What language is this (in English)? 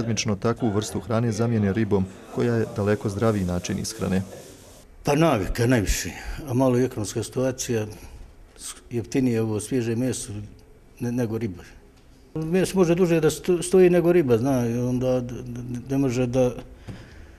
Bosnian